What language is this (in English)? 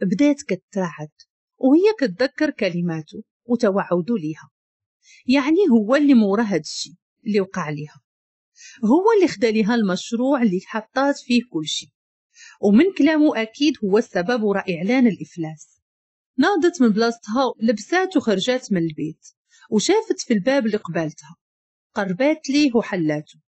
Moroccan Arabic